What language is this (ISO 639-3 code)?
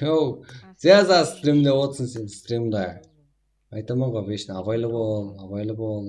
kaa